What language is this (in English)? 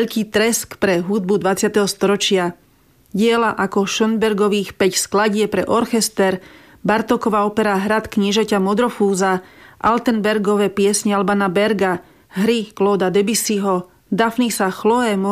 Slovak